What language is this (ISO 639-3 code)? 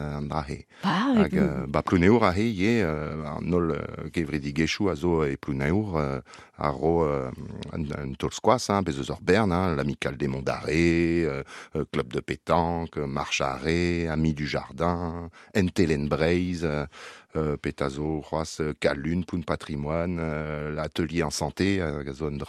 bre